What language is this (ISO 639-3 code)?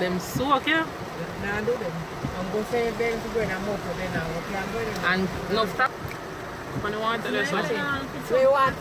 jam